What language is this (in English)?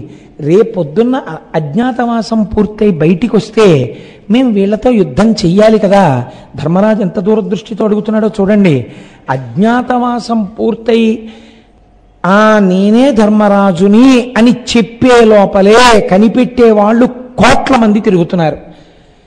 Telugu